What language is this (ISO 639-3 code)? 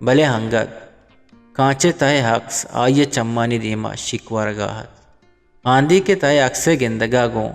bgp